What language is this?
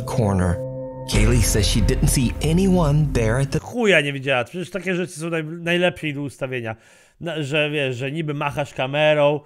Polish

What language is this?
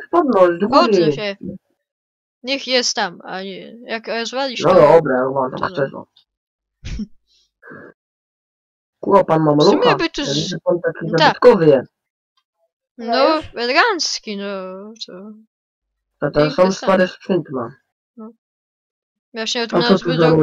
Polish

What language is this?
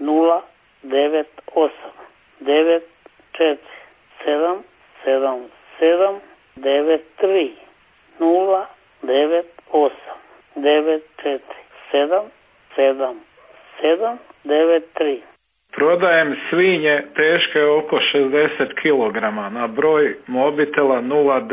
Croatian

